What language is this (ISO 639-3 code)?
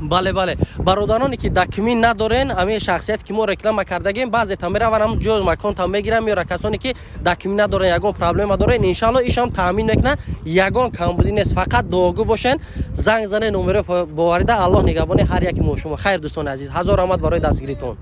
tgk